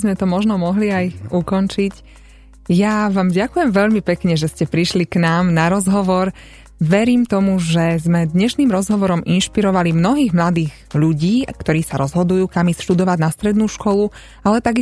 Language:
Slovak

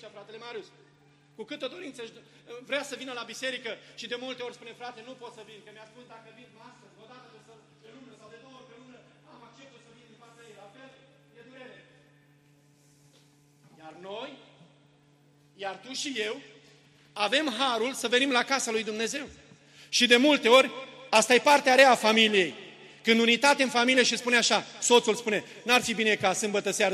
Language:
Romanian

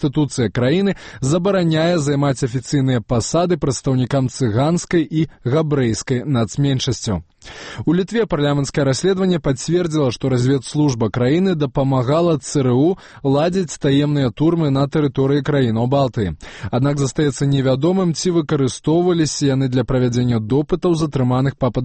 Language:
Belarusian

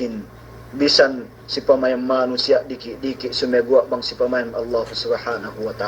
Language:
Yakan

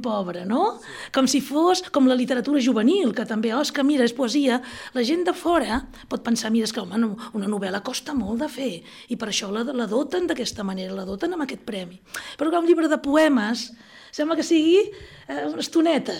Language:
Catalan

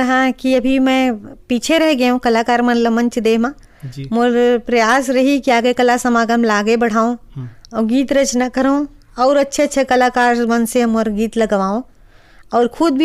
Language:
Chhattisgarhi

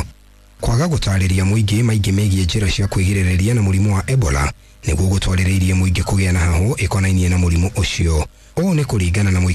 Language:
Kikuyu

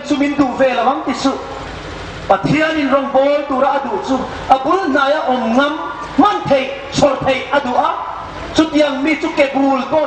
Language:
Hmar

